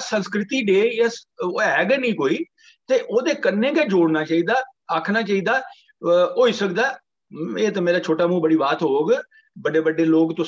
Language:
Dogri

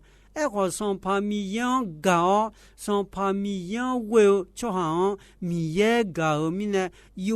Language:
Akha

